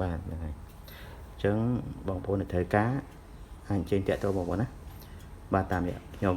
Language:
Khmer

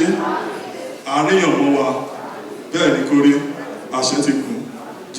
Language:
Yoruba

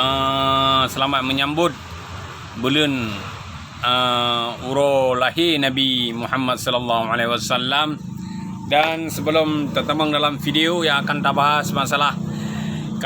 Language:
Achinese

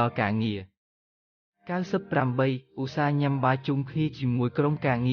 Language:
Khmer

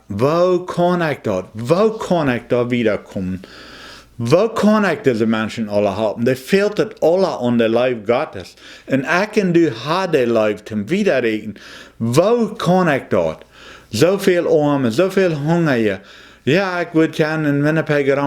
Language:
Plautdietsch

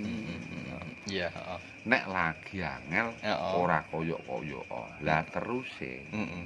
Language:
Javanese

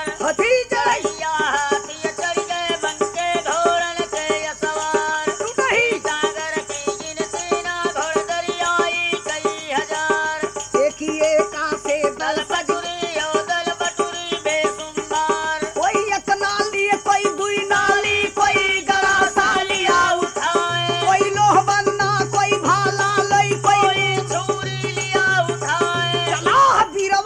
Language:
Bhojpuri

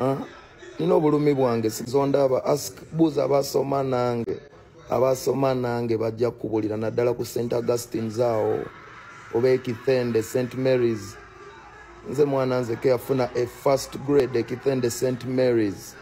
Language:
Ganda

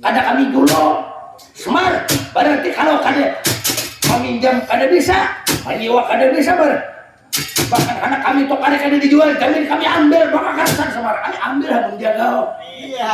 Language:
Banjar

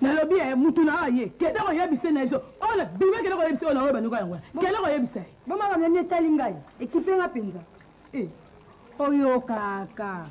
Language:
Lingala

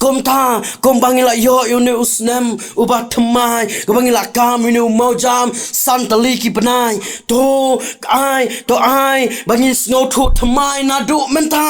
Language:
Khasi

